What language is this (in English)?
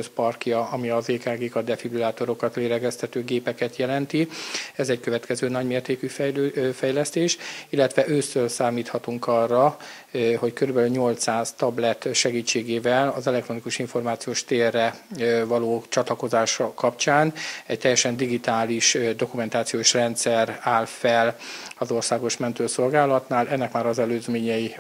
Hungarian